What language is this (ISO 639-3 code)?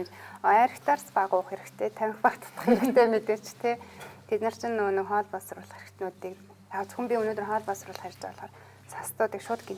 mon